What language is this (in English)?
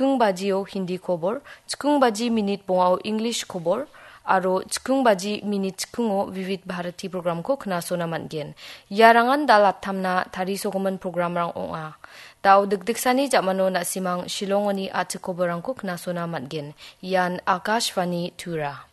Garo